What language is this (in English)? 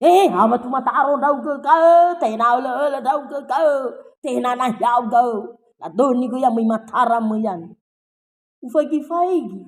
Nias